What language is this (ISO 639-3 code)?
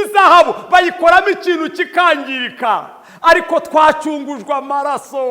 kin